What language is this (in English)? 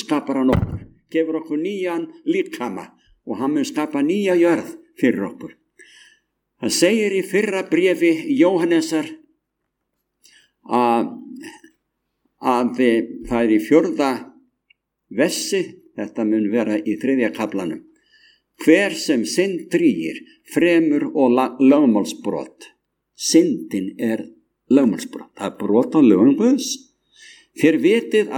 Icelandic